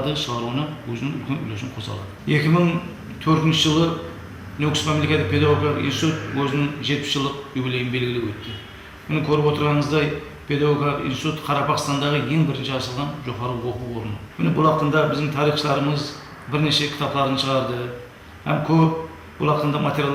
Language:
Kara-Kalpak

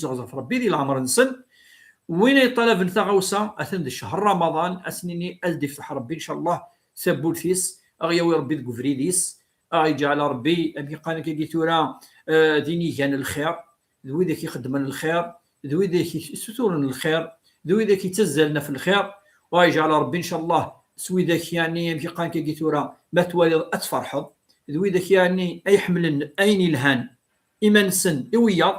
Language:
Kabyle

